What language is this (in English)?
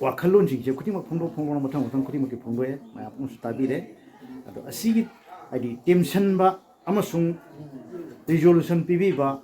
Manipuri